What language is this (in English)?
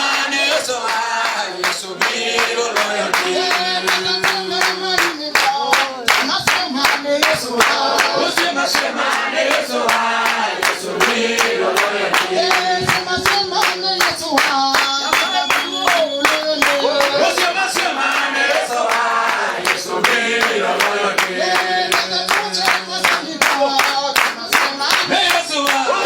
Luo (Kenya and Tanzania)